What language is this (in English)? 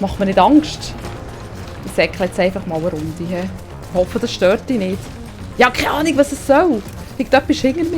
Swiss German